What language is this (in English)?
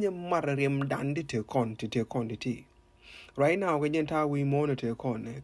Nuer